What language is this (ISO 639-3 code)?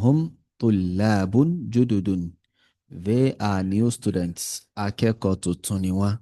yor